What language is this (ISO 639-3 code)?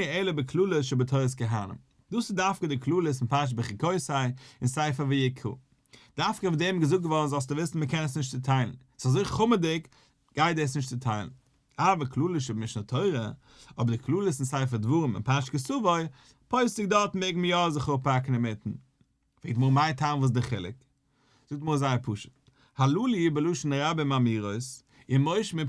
yid